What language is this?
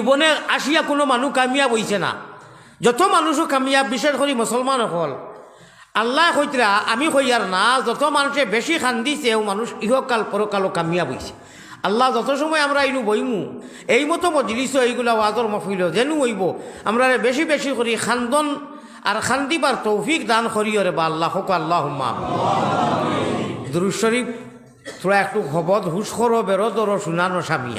Sylheti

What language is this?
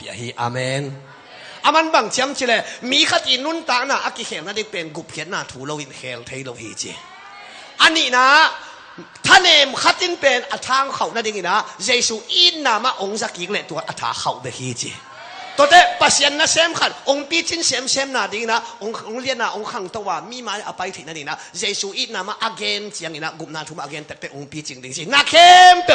Tedim Chin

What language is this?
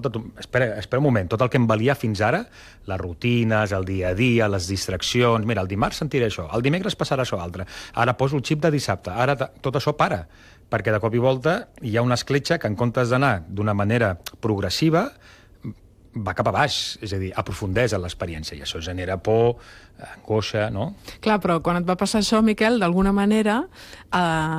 Catalan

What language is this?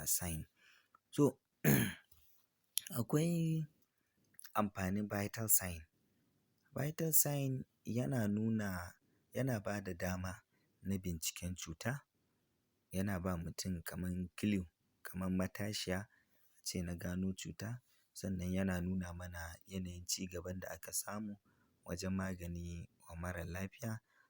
Hausa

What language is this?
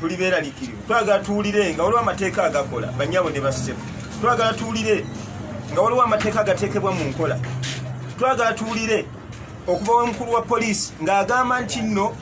Ganda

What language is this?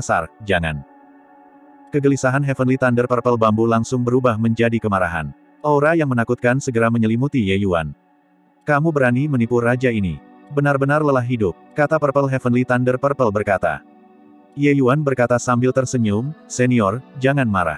Indonesian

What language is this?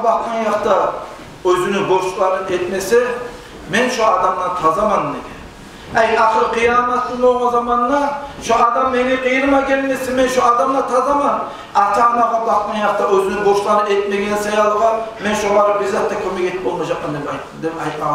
Kumyk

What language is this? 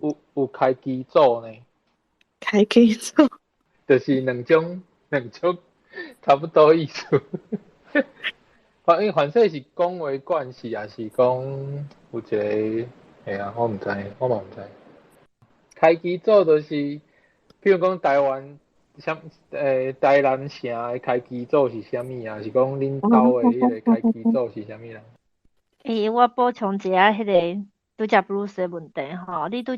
Min Nan Chinese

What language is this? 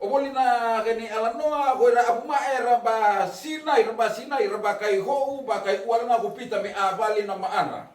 Fijian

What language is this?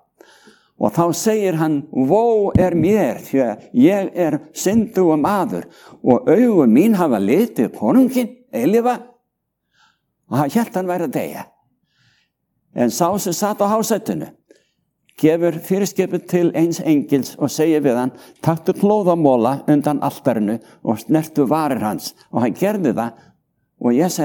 Icelandic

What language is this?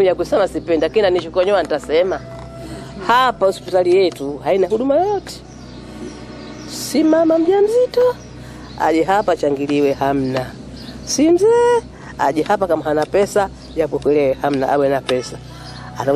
Swahili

